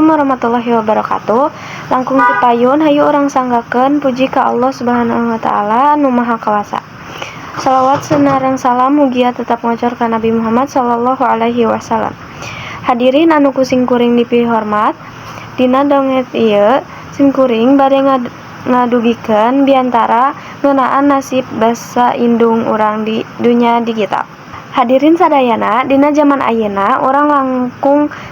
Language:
Sundanese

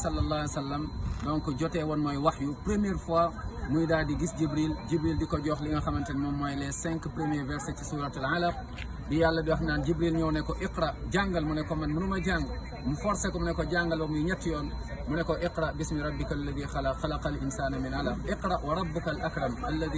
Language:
Wolof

